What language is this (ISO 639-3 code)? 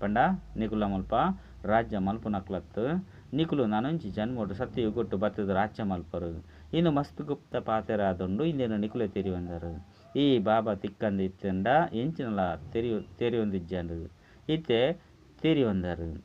tcy